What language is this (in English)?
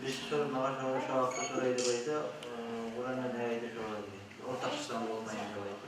Kumyk